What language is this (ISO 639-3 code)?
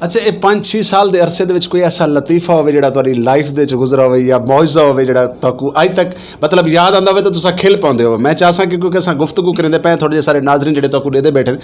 skr